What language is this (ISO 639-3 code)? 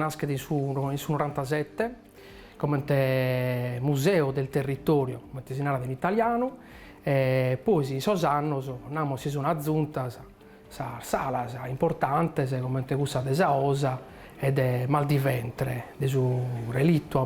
srd